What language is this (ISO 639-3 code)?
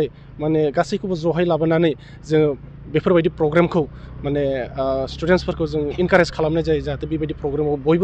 brx